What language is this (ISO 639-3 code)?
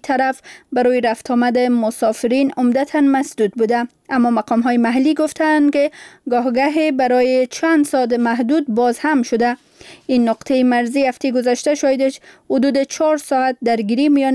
fas